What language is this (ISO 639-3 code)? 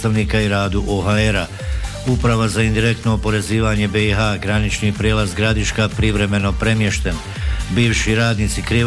bos